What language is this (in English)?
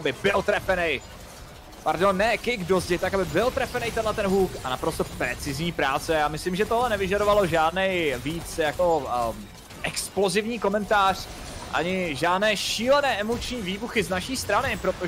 Czech